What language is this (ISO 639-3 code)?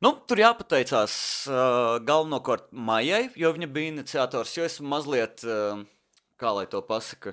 lav